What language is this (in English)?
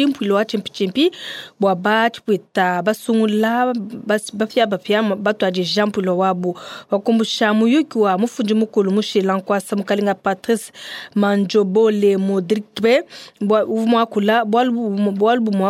Luba-Lulua